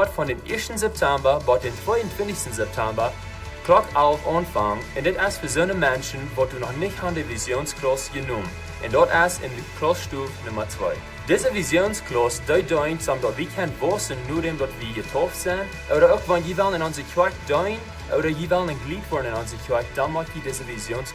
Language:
Plautdietsch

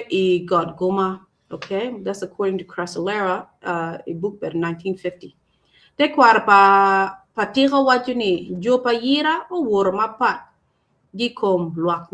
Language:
Acoli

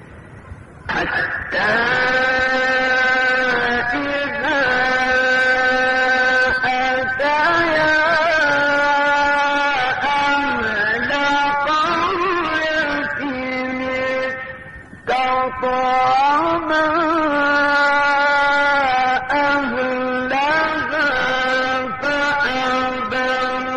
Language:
Arabic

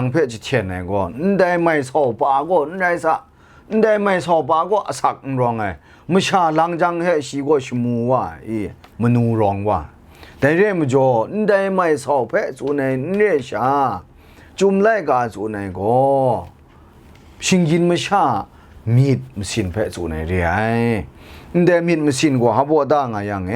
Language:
Kachin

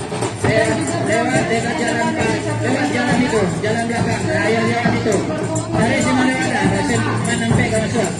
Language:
Minangkabau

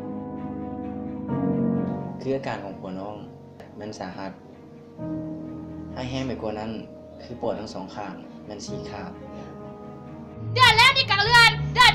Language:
Lao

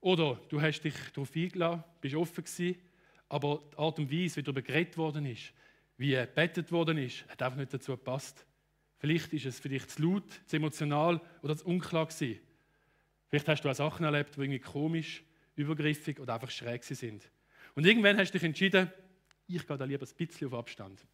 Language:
Swiss German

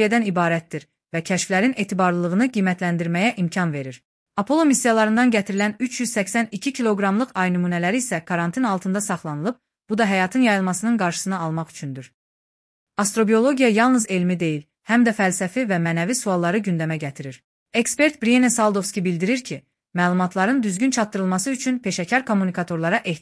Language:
Azerbaijani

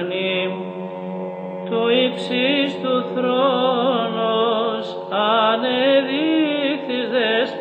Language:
Greek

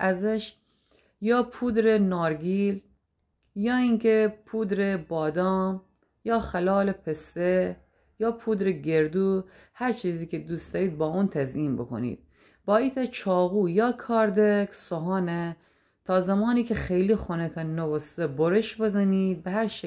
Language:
Gilaki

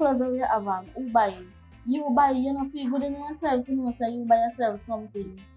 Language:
Jamaican Creole English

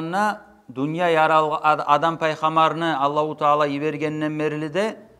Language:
Kumyk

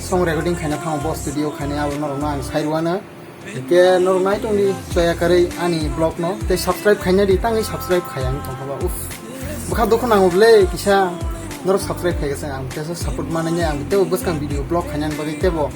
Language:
Kok Borok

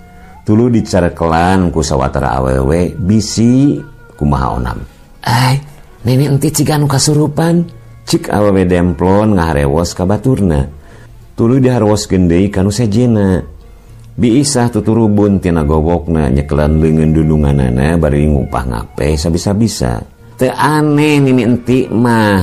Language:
Sundanese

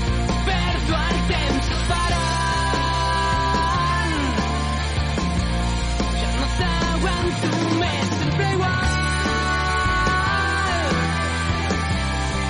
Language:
Catalan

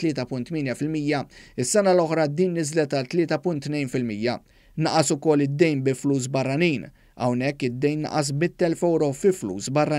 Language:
Maltese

